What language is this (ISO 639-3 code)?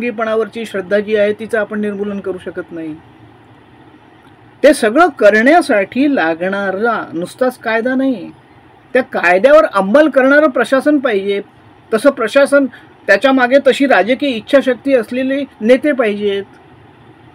mar